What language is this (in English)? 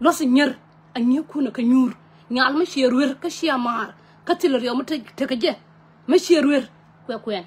Nuer